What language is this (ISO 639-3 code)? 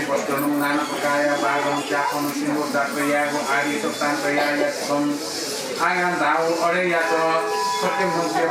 new